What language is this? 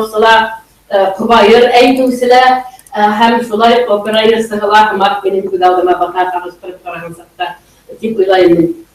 Bashkir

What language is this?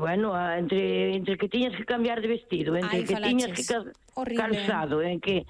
Galician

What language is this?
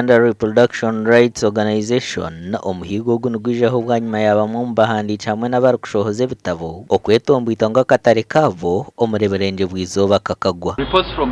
Nyankole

